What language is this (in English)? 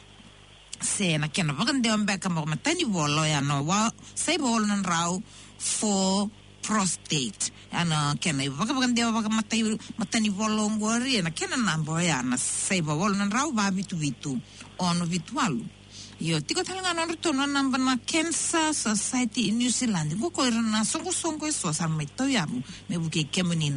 Fijian